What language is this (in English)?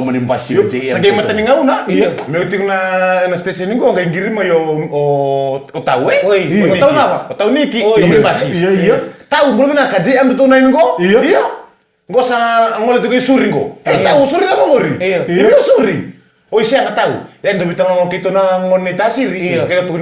Fijian